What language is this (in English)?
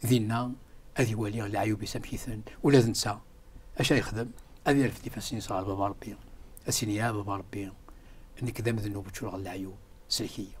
Kabyle